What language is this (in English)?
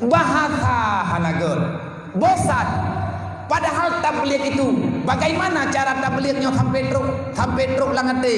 Achinese